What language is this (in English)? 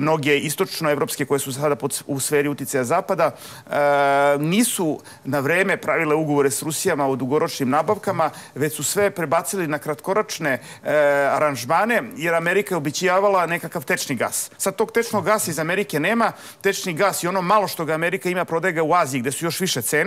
Serbian